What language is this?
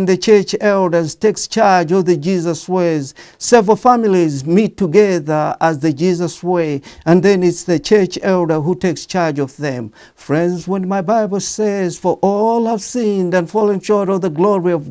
English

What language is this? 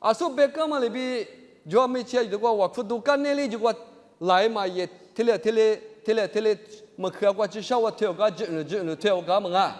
Lisu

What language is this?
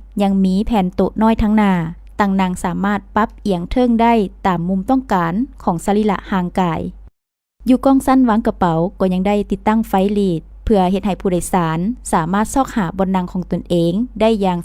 Lao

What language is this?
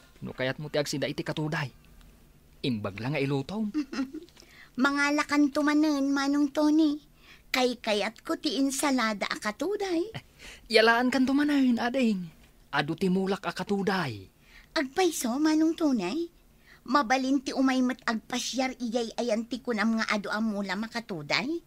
Iloko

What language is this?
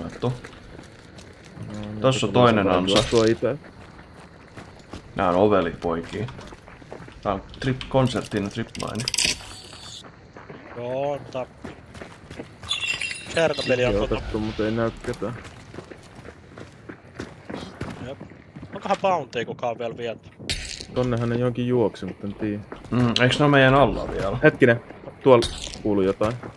Finnish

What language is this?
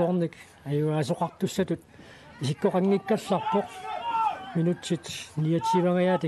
Kalaallisut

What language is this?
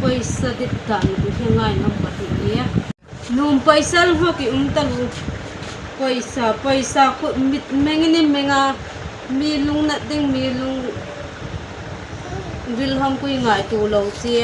Hmar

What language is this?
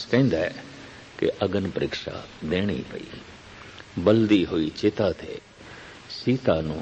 Punjabi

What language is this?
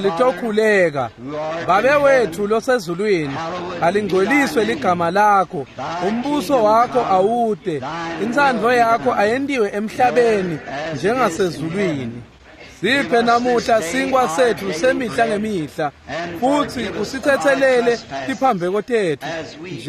Swati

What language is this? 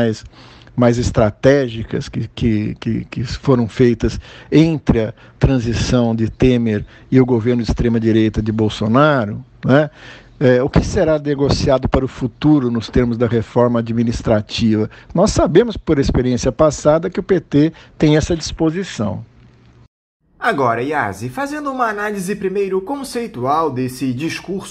Portuguese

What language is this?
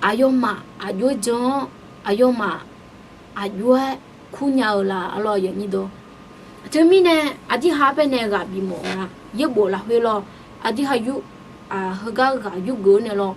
Akha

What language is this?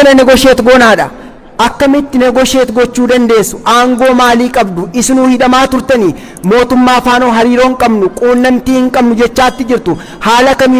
Oromo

